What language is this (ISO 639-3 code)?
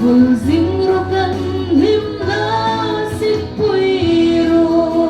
hmr